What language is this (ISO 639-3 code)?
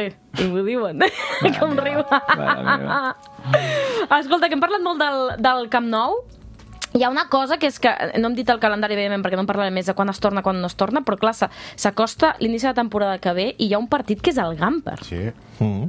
cat